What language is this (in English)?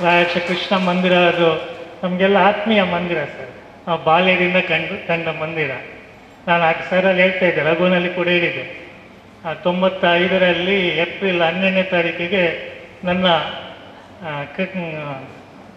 Kannada